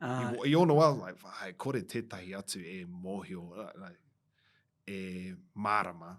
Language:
Māori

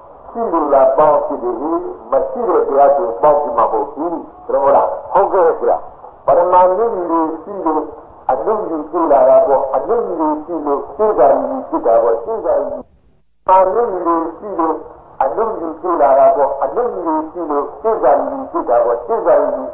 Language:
Burmese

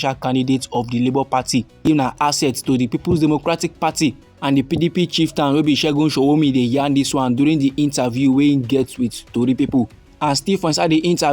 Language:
Nigerian Pidgin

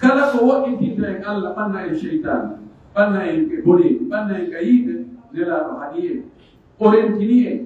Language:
Pular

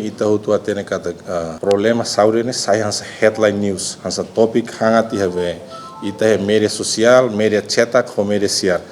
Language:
Tetum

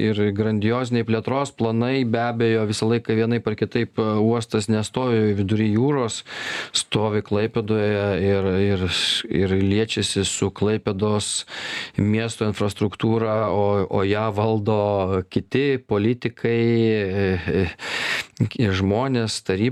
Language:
Lithuanian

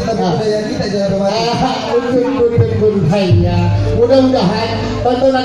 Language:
Betawi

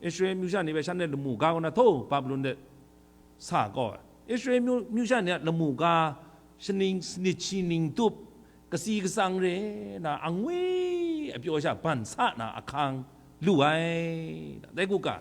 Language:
Kachin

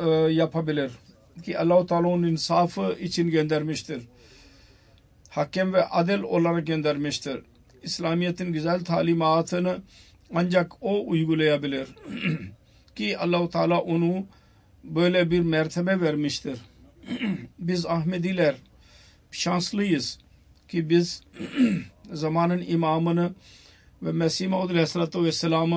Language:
Turkish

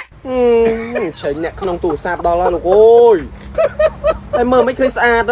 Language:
Khmer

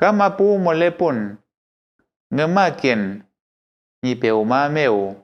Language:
Mapuche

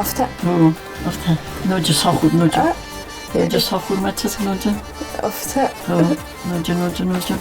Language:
Ossetic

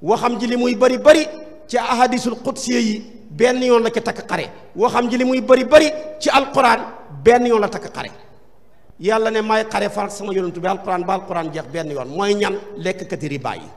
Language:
Wolof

